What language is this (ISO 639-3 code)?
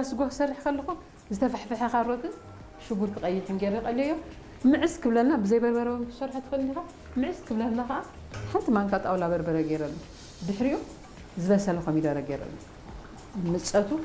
tir